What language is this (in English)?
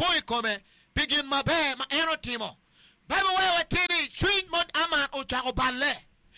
Acoli